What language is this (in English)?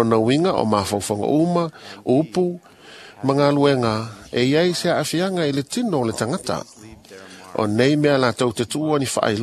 Samoan